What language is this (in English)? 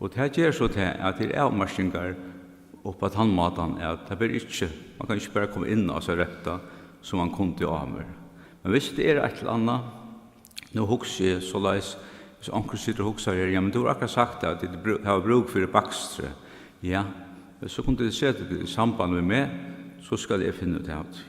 Faroese